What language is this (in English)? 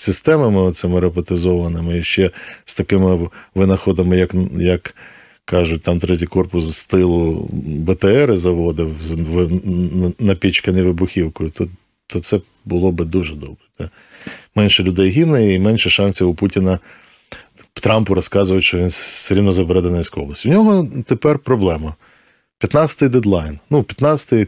Ukrainian